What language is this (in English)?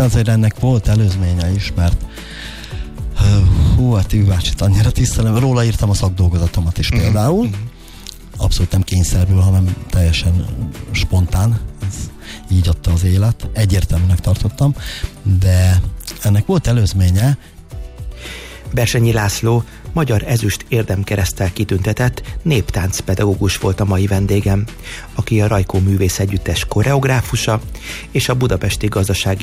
Hungarian